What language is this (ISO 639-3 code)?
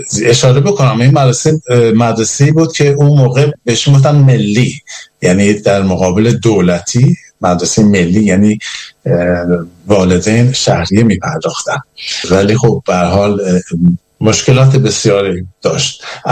fas